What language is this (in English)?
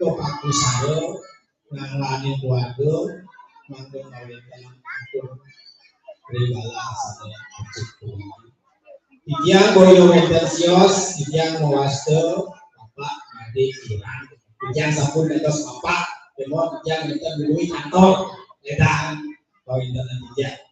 Balinese